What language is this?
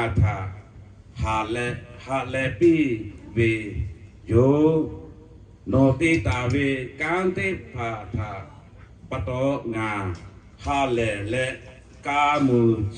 Lahu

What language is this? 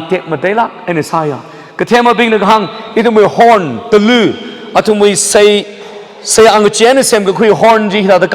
Tangkhul Naga (India)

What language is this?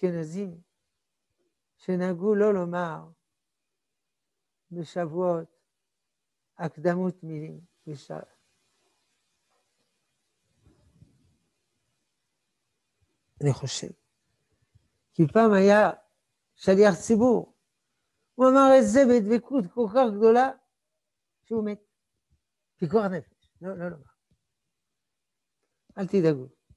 Hebrew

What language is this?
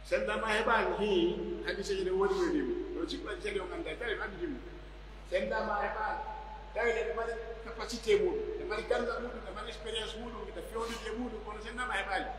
Pular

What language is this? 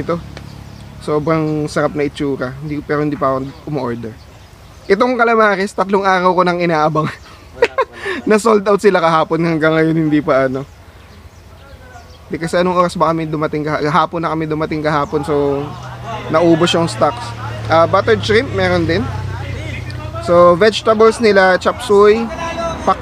Filipino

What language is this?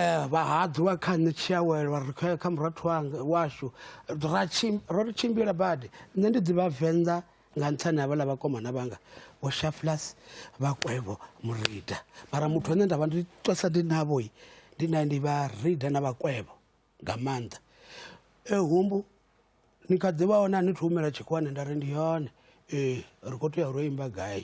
Venda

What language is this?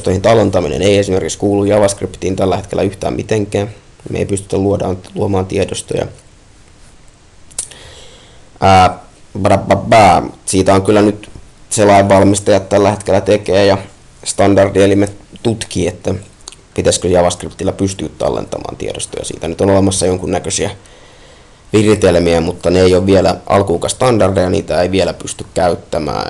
Finnish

